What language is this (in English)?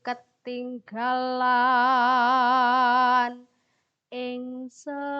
Javanese